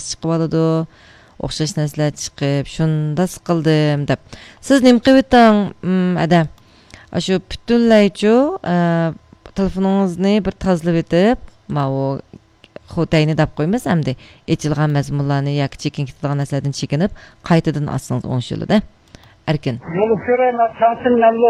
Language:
Uyghur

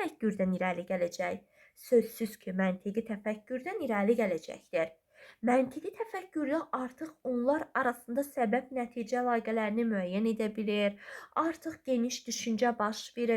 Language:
Azerbaijani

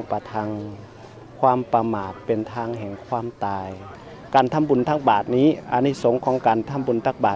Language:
Lao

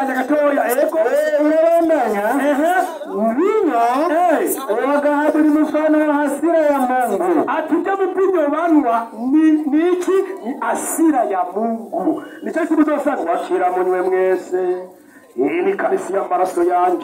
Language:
Rundi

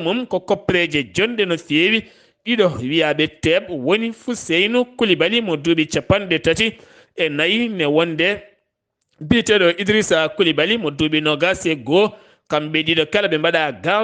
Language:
Fula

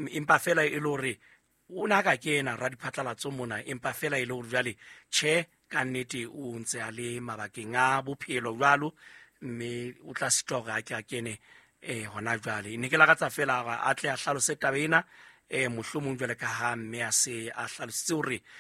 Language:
Southern Sotho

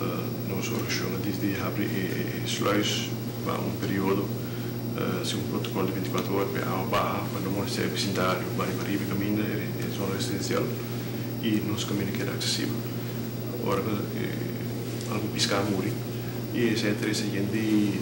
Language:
Papiamento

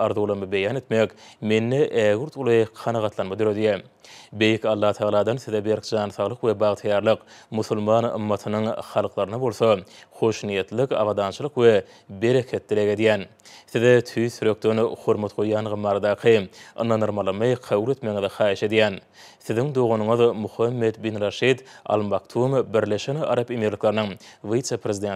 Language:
Turkmen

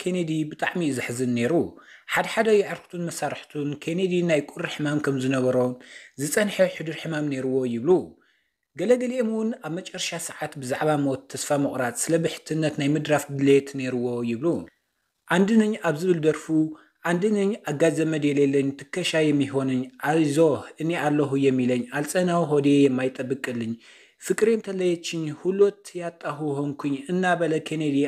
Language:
Tigrinya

